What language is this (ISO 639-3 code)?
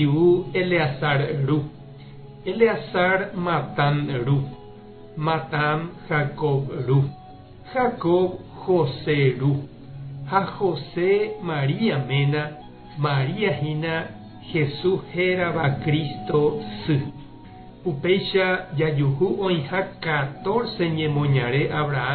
grn